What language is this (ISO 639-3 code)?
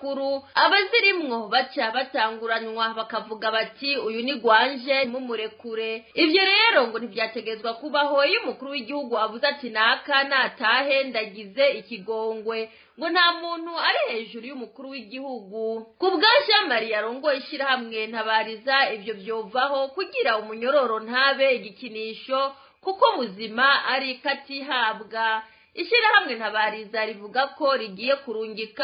run